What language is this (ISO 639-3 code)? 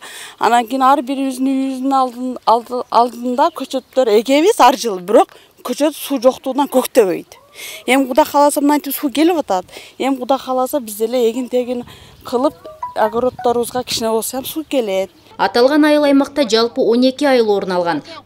kir